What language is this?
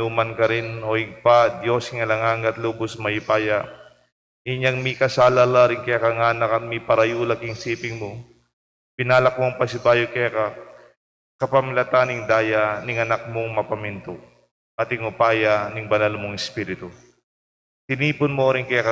Pampanga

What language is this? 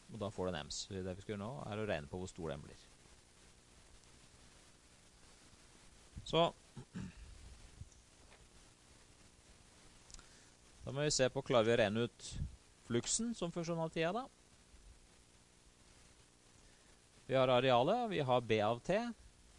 Norwegian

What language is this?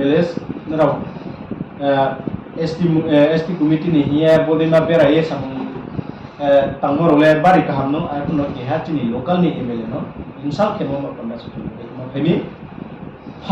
Riang (India)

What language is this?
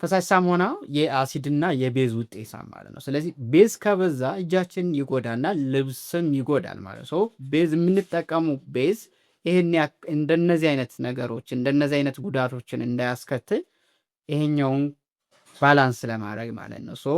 Amharic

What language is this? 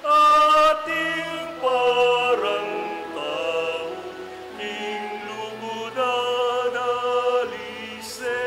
Pampanga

